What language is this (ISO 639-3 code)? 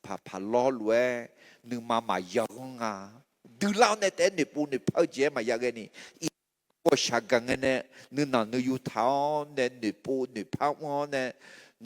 ahk